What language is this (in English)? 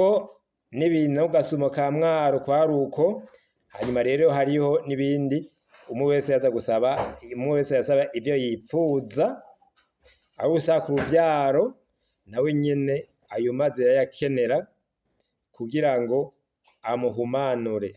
Rundi